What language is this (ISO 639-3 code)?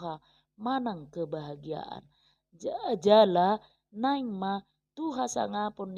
bbc